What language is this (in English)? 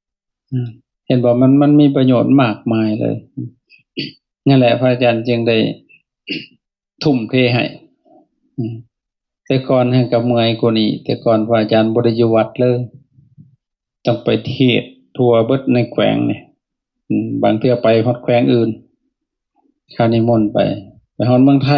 Lao